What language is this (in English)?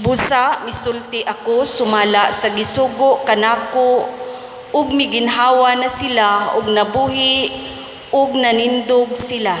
Cebuano